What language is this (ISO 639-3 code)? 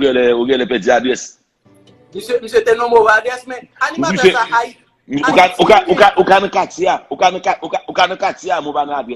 hat